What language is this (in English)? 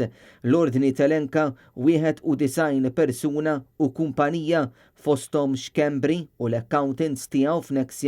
Maltese